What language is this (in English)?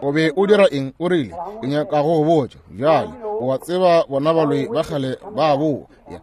Northern Sotho